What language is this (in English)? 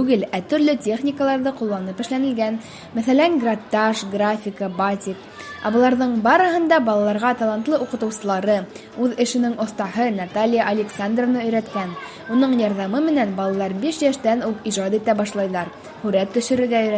Bashkir